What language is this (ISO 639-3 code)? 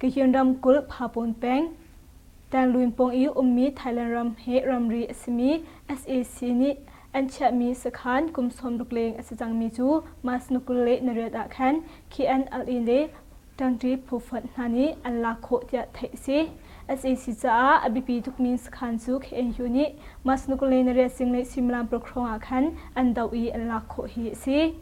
cnh